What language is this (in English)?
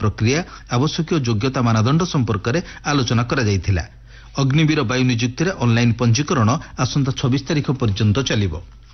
Odia